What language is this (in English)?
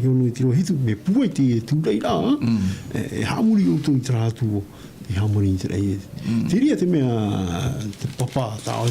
Tahitian